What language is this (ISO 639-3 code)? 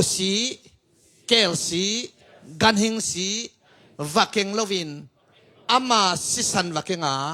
ctd